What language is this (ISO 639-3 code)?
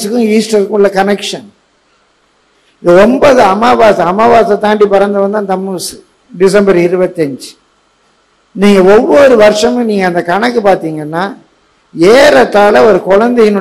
tam